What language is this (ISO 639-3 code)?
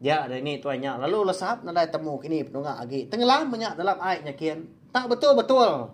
iba